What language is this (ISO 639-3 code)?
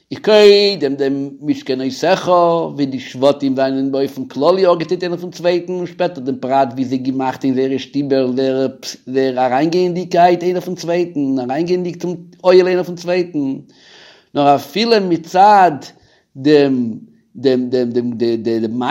yid